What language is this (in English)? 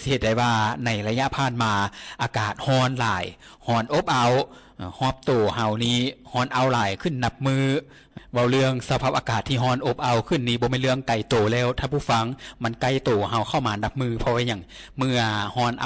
Lao